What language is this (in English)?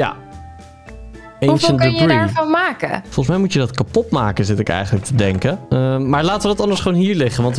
Dutch